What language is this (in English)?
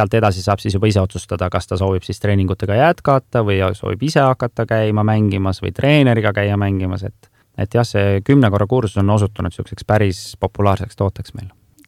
Estonian